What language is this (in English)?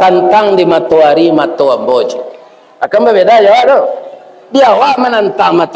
Minangkabau